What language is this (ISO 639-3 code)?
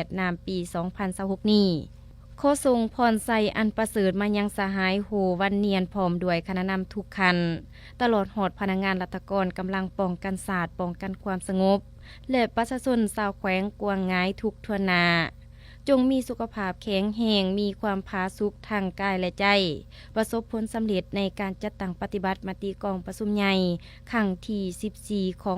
lao